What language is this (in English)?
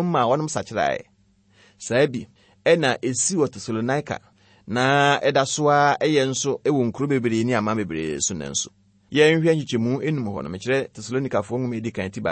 Akan